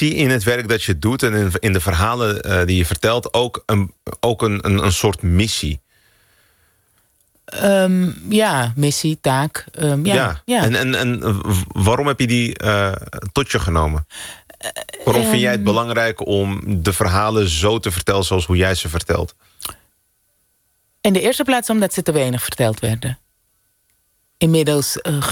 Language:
Dutch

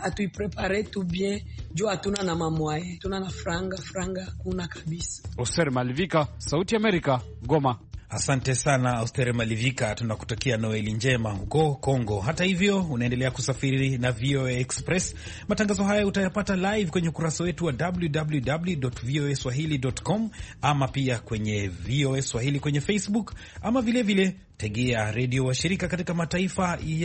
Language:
Swahili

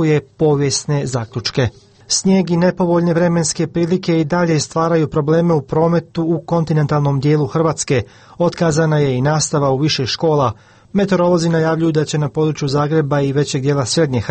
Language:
Croatian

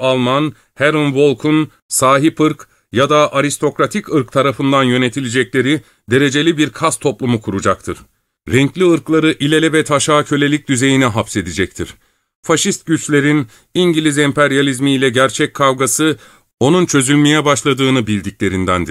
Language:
Turkish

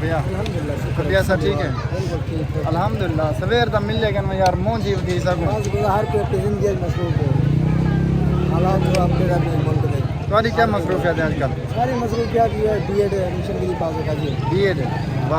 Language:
Saraiki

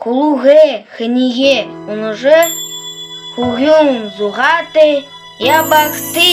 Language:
Buriat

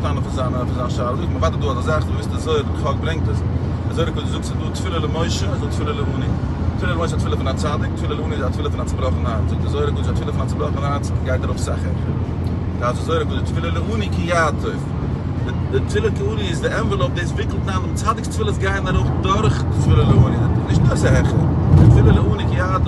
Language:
Yiddish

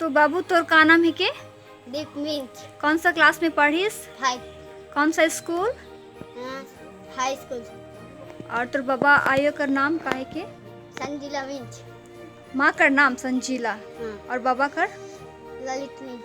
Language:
Sadri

